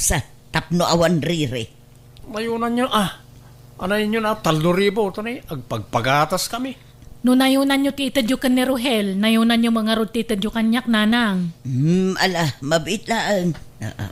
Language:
Iloko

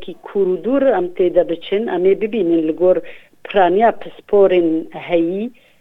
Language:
Kurdish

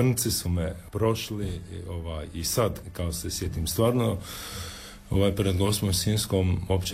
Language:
Croatian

